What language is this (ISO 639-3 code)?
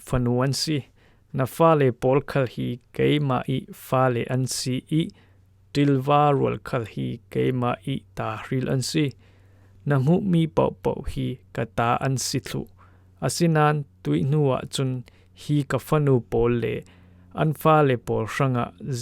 cfm